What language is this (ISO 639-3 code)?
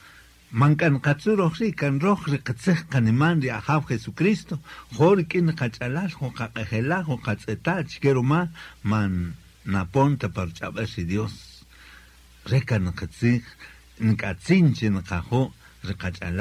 cak